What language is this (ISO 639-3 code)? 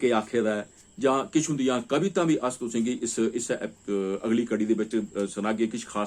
doi